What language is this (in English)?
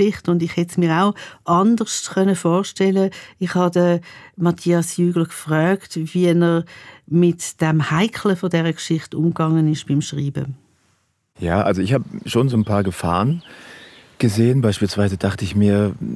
Swiss German